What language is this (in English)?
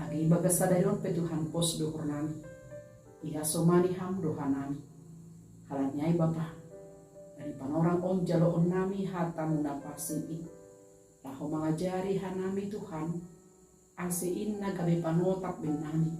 Batak Simalungun